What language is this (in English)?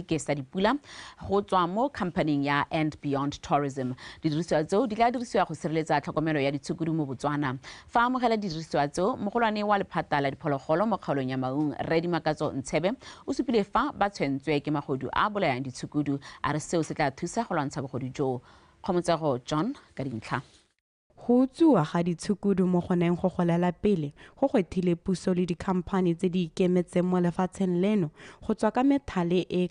Tswana